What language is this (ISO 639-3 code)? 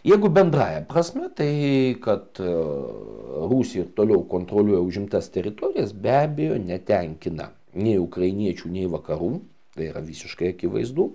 lit